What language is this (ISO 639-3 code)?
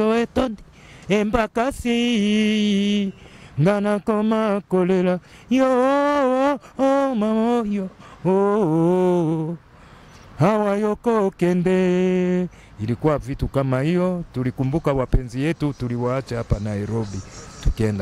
swa